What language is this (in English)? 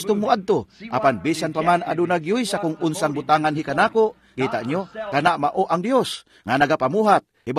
Cebuano